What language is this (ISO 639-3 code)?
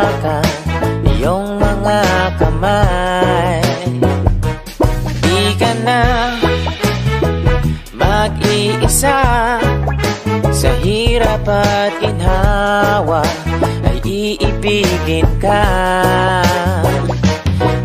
fil